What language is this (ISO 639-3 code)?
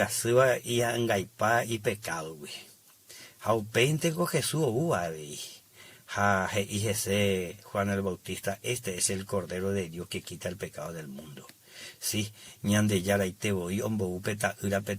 grn